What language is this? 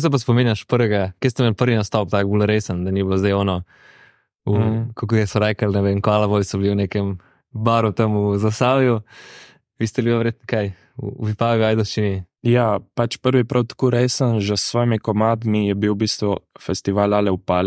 Slovenian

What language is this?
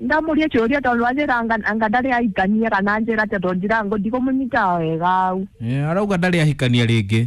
Kikuyu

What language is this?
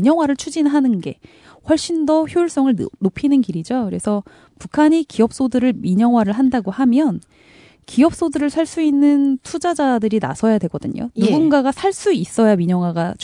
Korean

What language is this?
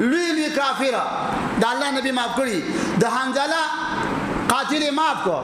Pashto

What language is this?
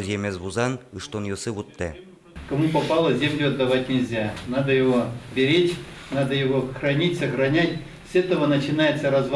Udmurt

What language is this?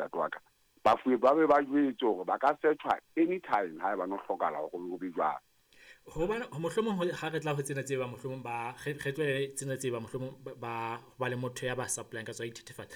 Southern Sotho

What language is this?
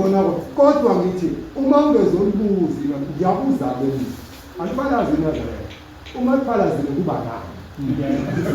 Zulu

